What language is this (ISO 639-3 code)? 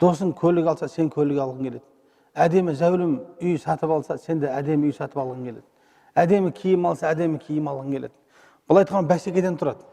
kaz